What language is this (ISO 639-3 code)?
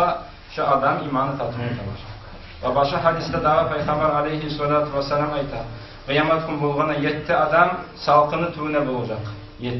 kum